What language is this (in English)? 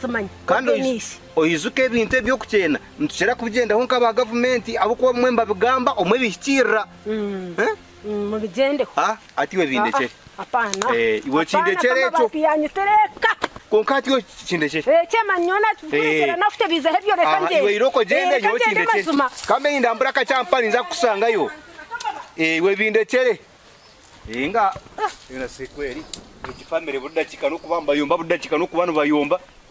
Nyankole